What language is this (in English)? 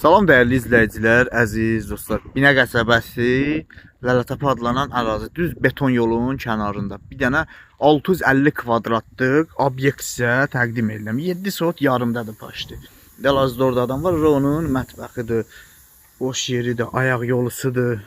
Azerbaijani